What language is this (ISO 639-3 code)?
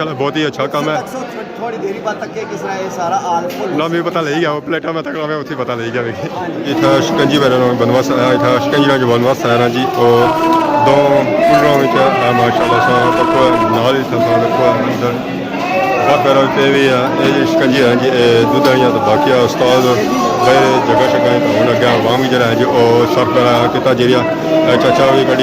phr